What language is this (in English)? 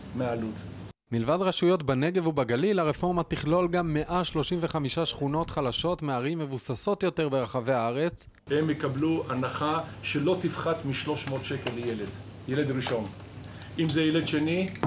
Hebrew